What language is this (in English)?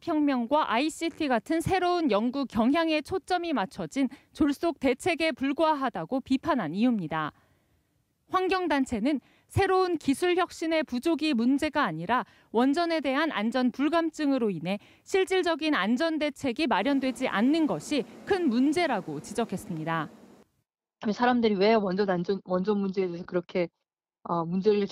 Korean